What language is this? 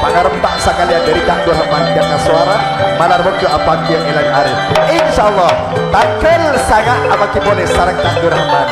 Madurese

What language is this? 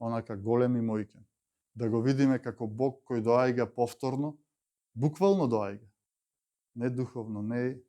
Macedonian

